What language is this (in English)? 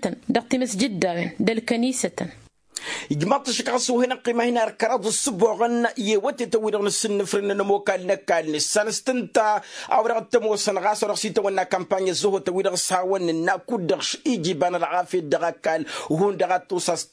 Tamasheq